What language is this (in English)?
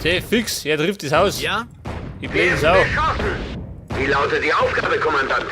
Bavarian